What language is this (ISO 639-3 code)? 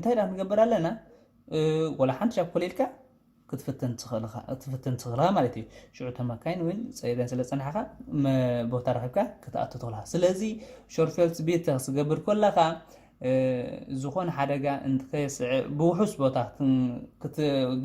tir